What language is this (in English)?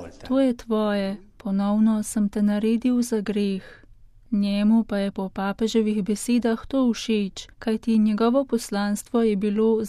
Slovenian